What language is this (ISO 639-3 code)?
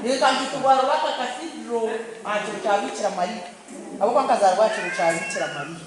nyn